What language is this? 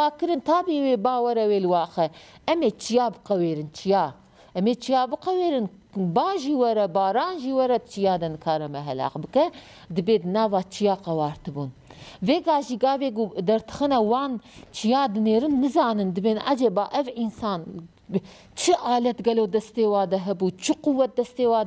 Kurdish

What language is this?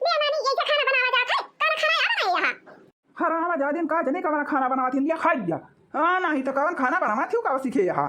Awadhi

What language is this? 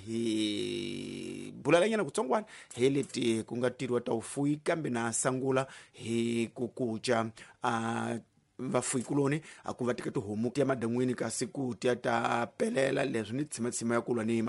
Tsonga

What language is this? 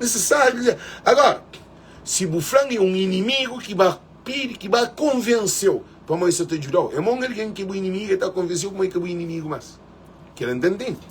Kabuverdianu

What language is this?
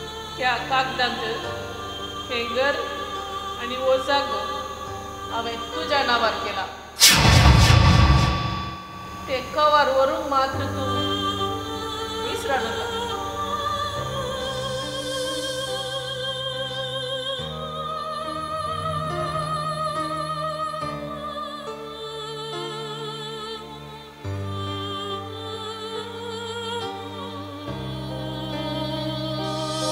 Konkani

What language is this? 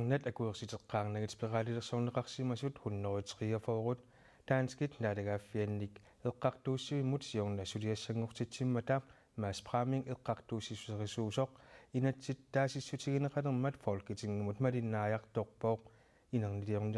Kalaallisut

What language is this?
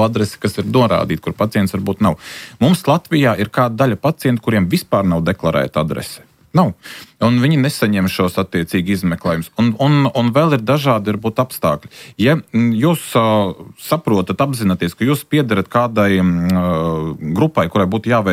Latvian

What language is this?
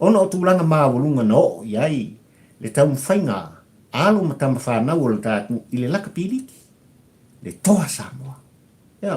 Samoan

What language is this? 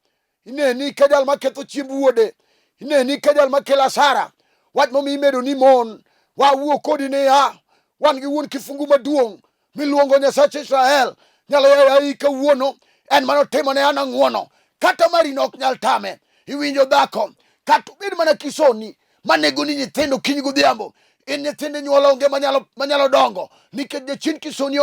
Luo (Kenya and Tanzania)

